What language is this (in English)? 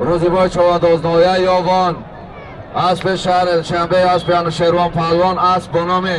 Tajik